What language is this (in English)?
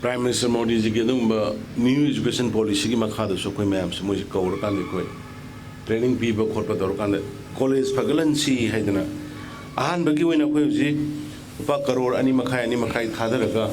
Manipuri